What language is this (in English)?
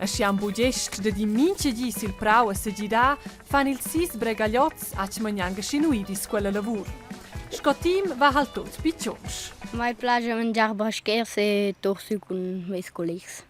Romansh